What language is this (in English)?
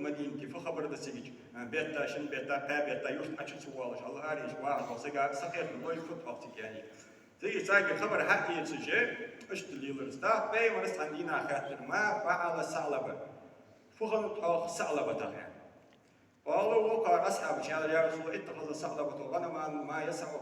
Ingush